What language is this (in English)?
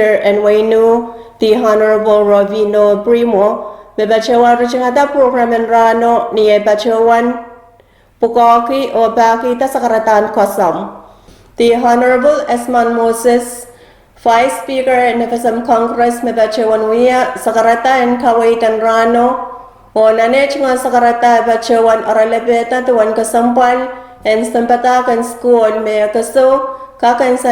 Pohnpeian